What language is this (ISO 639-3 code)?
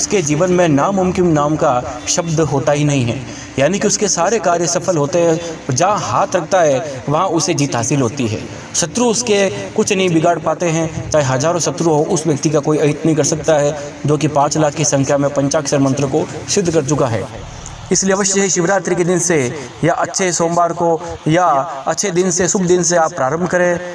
hin